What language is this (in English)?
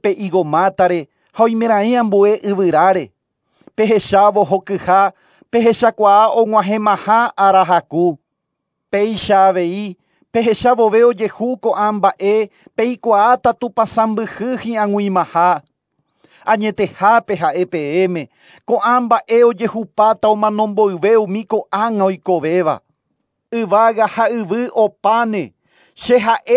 Guarani